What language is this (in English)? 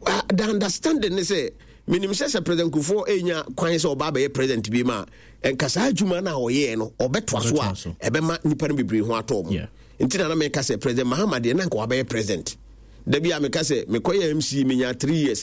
Akan